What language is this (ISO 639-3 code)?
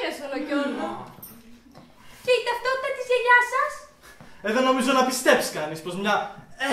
ell